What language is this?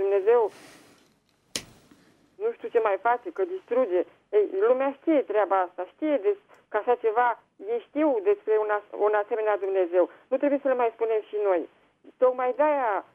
Romanian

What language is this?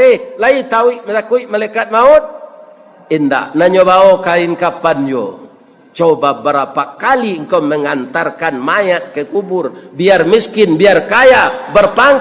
Minangkabau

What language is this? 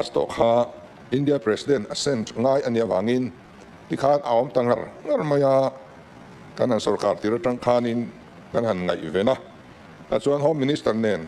Mizo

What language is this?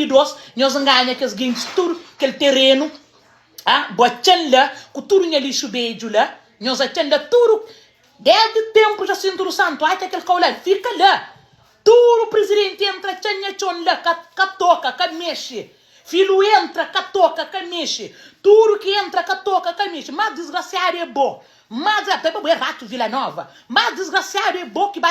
Kabuverdianu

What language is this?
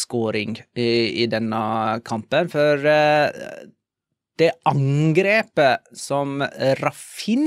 Norwegian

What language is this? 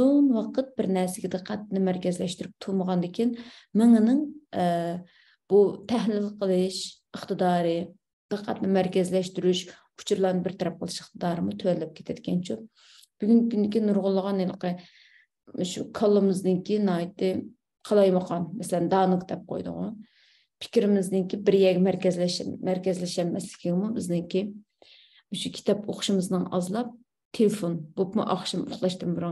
Uyghur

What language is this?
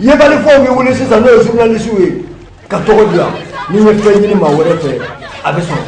Bambara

